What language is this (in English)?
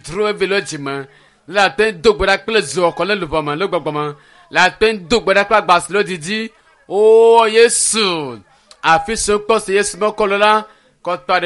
Ewe